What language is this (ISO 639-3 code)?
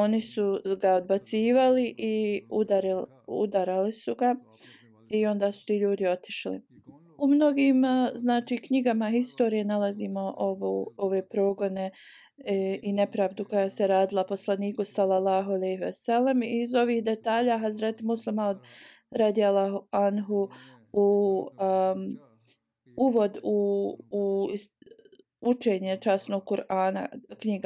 bos